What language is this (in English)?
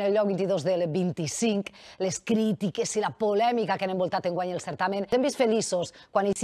Catalan